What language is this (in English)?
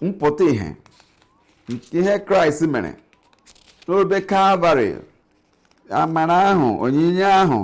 Igbo